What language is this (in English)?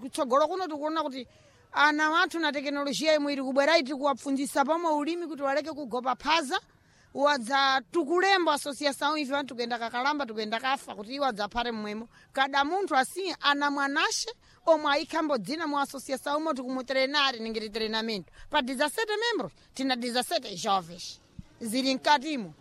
Sena